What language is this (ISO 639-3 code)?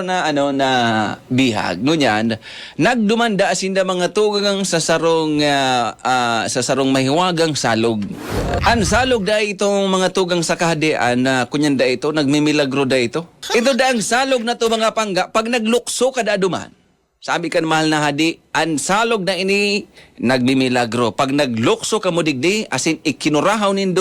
bik